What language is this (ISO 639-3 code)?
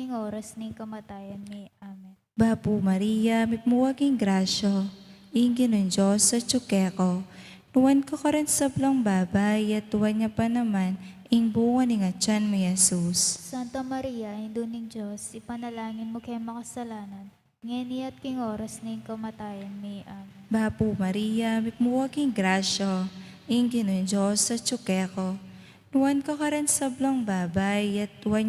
pam